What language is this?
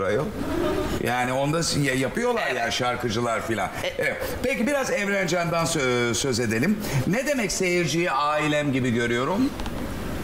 Turkish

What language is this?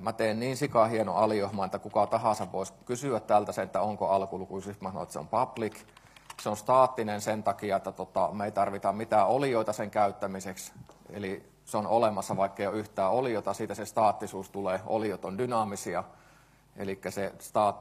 Finnish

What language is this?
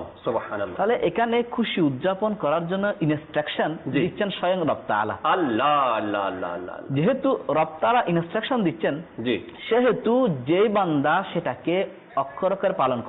Bangla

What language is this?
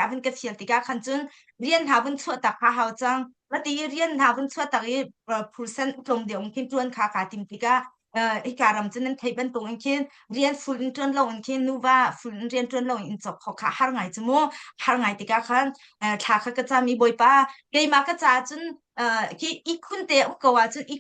Hakha Chin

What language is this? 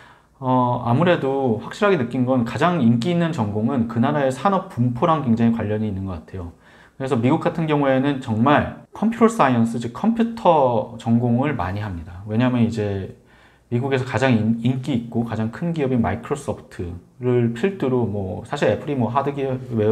Korean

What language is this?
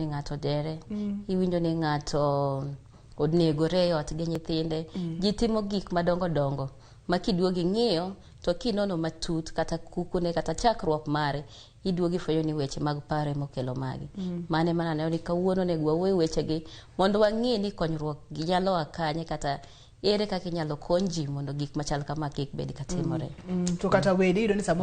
Luo (Kenya and Tanzania)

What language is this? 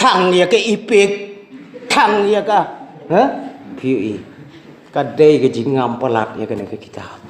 Khasi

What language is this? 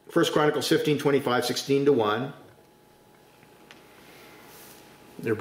English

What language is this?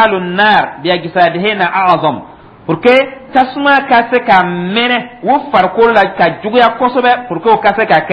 Dyula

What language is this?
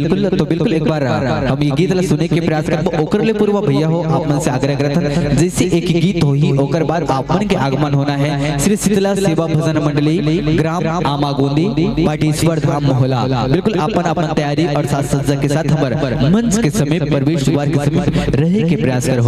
Chhattisgarhi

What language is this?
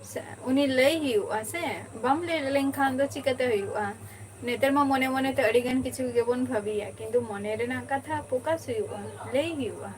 Santali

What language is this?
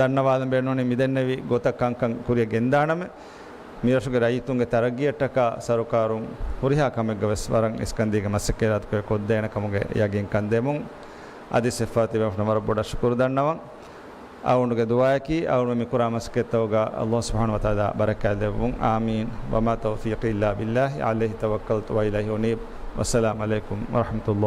Divehi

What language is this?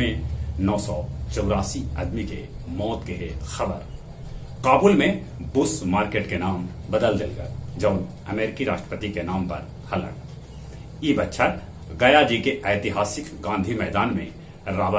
Magahi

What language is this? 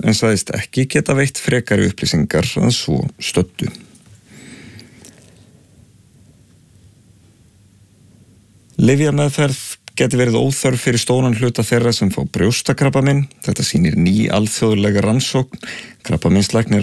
Icelandic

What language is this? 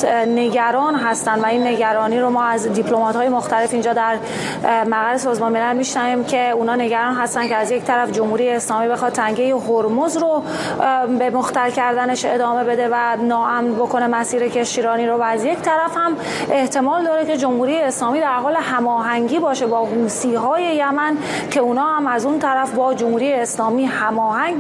Persian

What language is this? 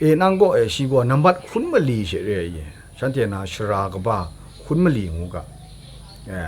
Kachin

